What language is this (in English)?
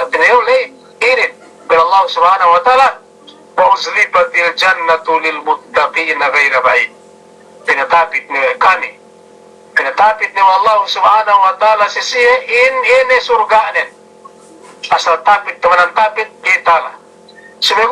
Yakan